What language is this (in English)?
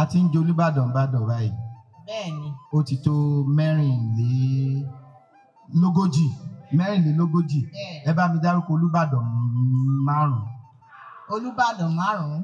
Yoruba